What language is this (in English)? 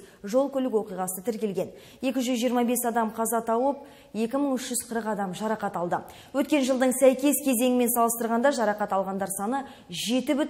Kazakh